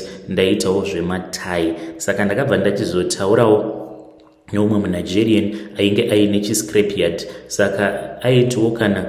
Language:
Shona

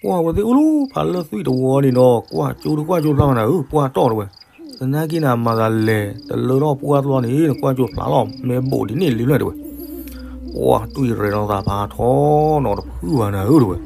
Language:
S'gaw Karen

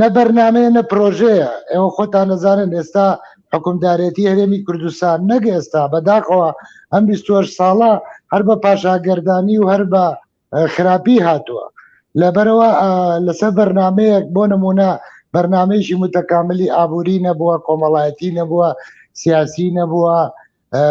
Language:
Central Kurdish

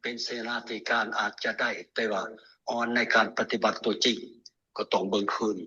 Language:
Lao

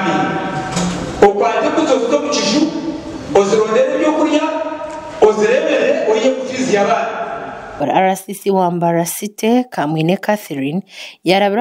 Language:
Nyankole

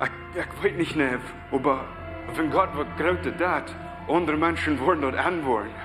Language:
Plautdietsch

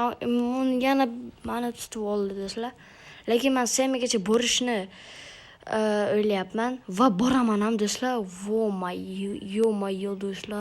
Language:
Uzbek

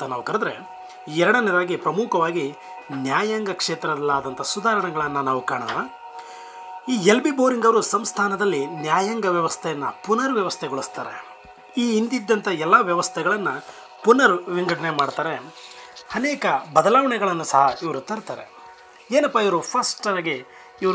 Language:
Kannada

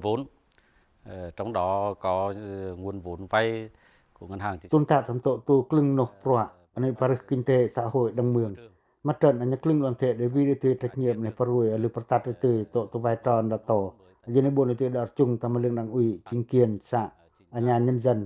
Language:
Pacoh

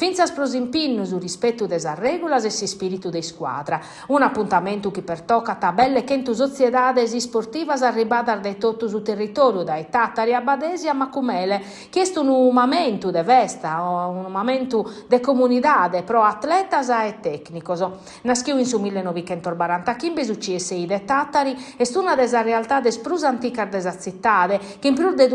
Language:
Sardinian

